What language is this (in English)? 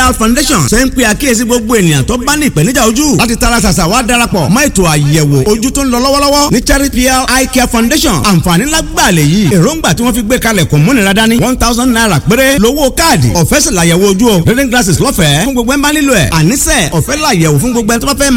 Yoruba